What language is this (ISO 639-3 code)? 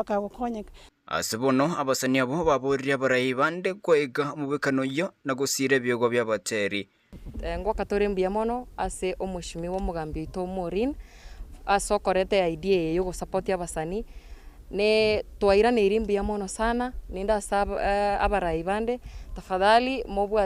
guz